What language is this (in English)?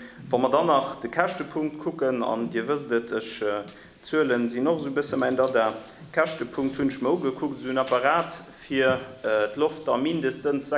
Luxembourgish